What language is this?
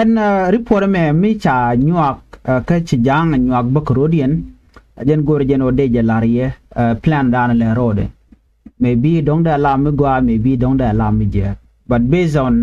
Nuer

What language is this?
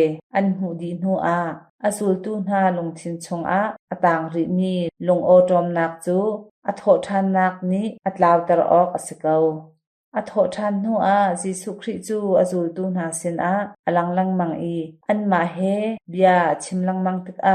Hakha Chin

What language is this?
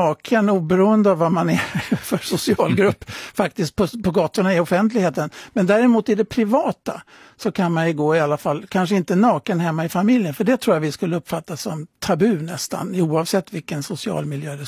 Swedish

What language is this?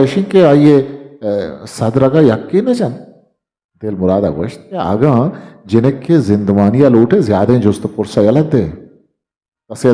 Eastern Balochi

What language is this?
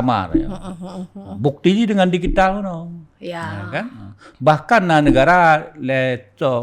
Achinese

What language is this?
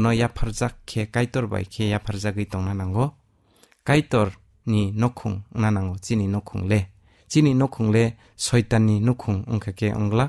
Kok Borok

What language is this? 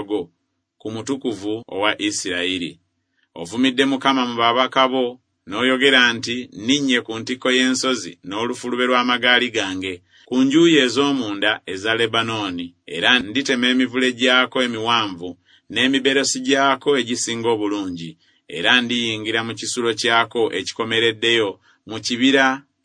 Ganda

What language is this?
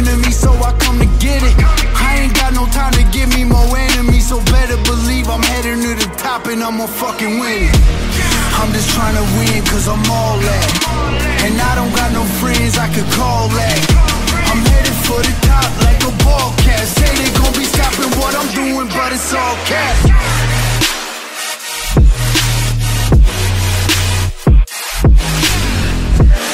English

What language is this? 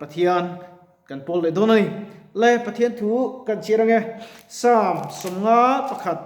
Mizo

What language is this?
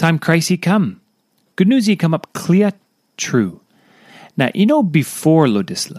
Tok Pisin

